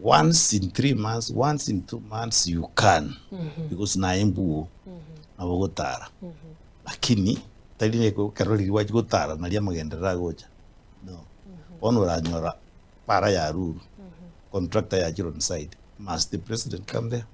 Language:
Gusii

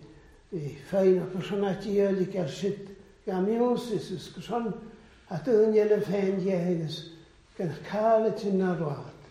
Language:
Welsh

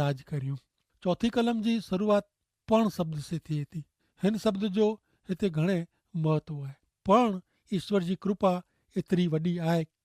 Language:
Kachhi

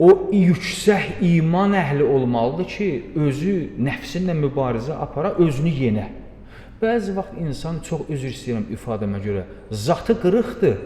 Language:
Azerbaijani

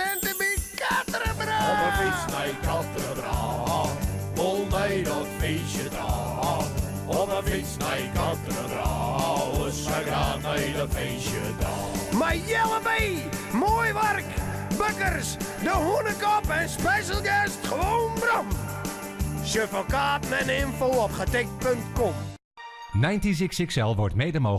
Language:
Western Frisian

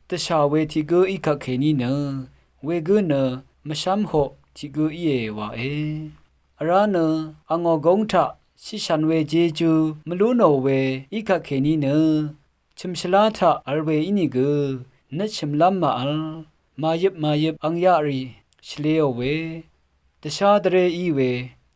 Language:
Rawang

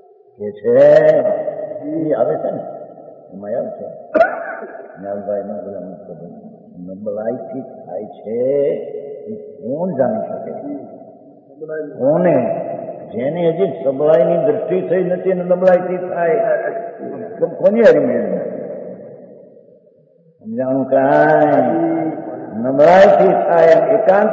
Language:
Gujarati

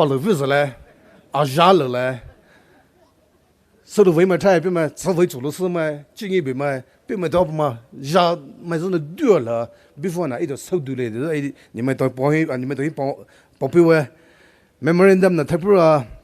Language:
Poumei Naga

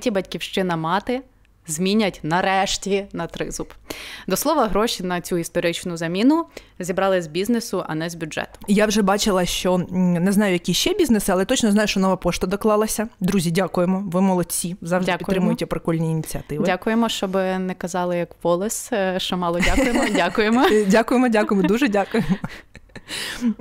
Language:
Ukrainian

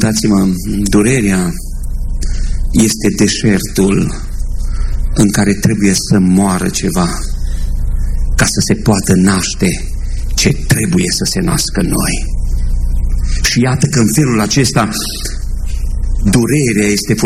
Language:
Romanian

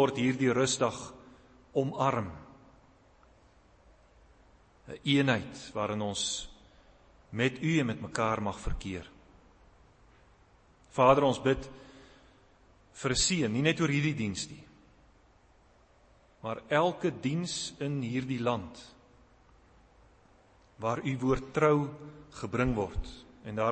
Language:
Afrikaans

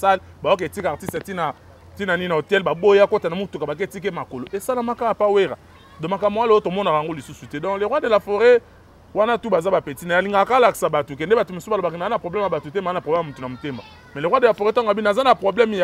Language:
Lingala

